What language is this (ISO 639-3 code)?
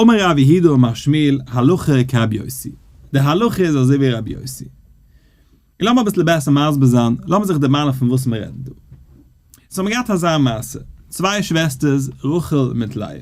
yid